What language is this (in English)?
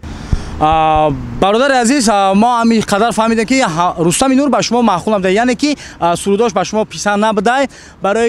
Tajik